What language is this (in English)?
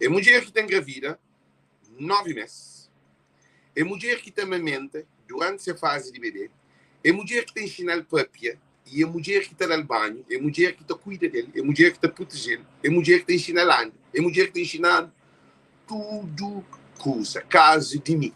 Kabuverdianu